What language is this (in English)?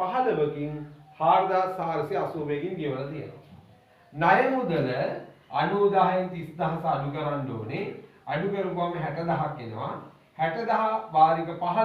Sinhala